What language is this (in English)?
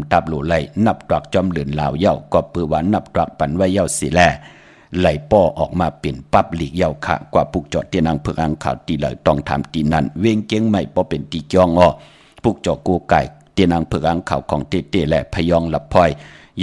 Shan